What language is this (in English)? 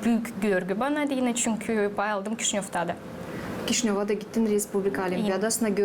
Gagauz